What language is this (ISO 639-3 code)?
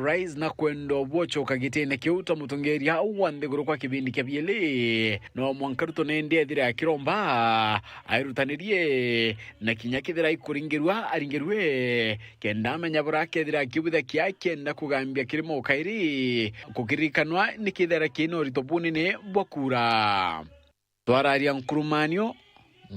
mer